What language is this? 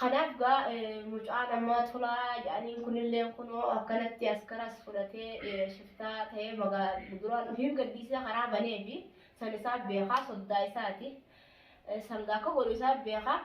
Oromo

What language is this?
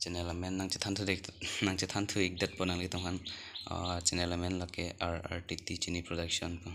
Karbi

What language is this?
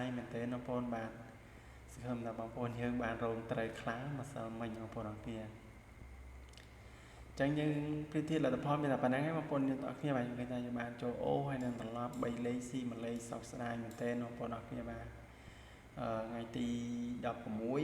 Khmer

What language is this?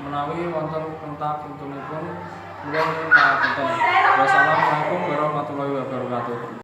Javanese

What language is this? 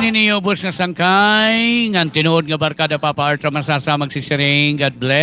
Waray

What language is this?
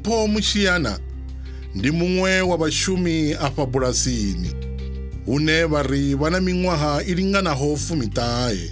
Venda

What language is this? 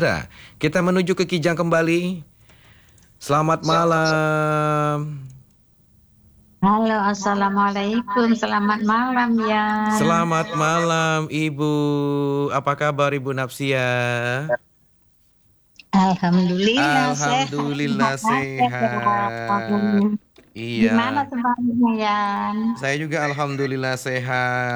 Indonesian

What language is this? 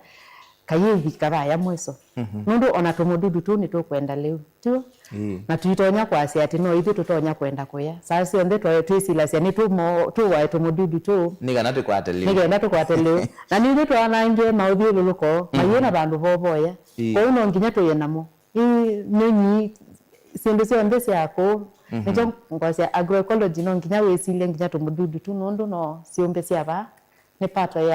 Kamba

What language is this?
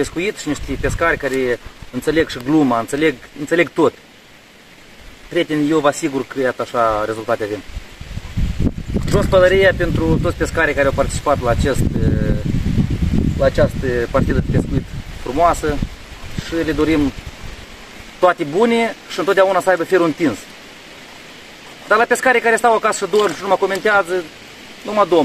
Romanian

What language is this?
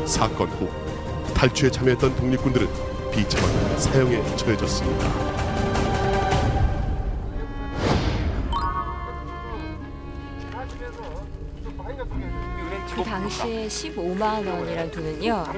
Korean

